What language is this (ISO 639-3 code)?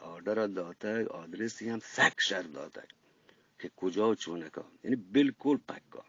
bgp